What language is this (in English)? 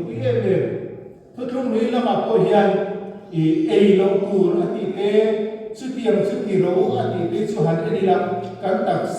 Mizo